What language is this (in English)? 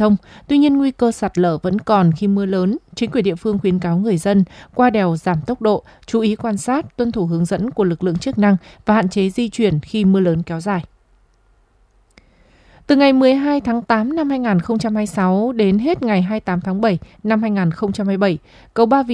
Vietnamese